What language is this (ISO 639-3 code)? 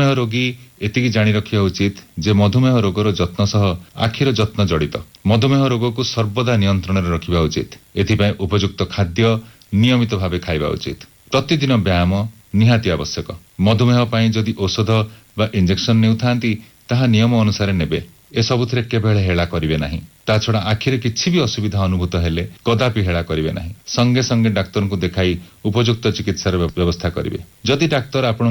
ori